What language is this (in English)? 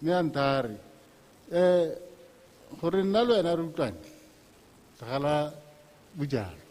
Tswana